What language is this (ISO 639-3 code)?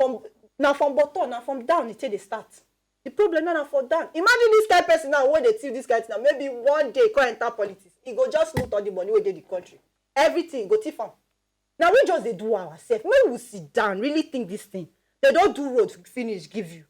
pcm